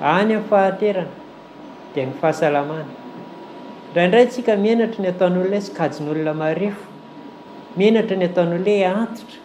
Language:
Malagasy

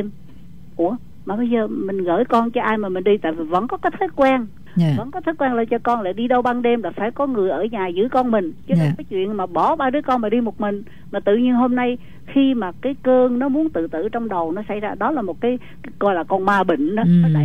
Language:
Vietnamese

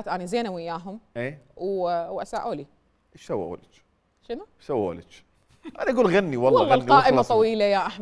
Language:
Mesopotamian Arabic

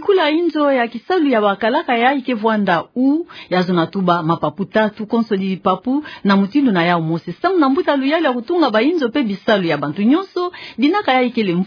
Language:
Kituba (Democratic Republic of Congo)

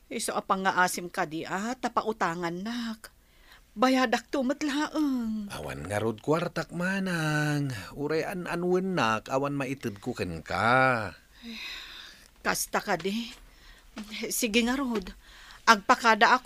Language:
Iloko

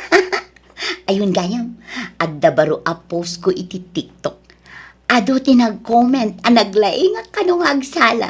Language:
Iloko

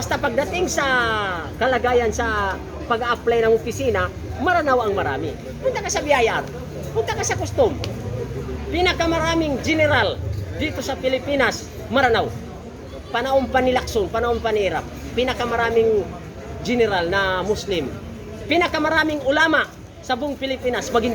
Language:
Maranao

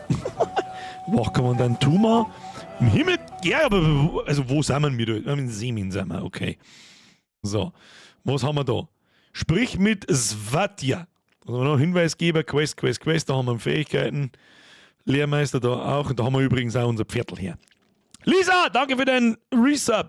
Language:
Bavarian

